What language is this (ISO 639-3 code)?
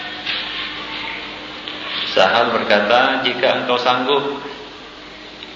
ind